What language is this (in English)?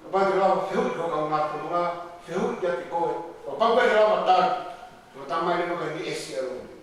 Tongan